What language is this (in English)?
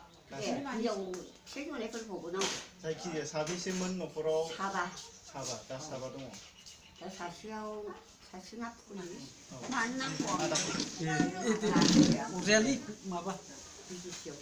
Bodo